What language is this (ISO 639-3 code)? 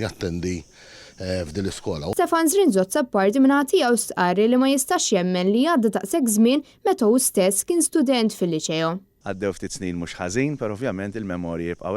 mlt